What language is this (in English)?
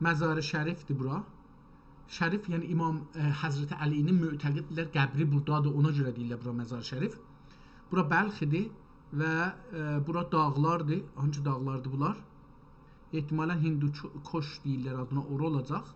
South Azerbaijani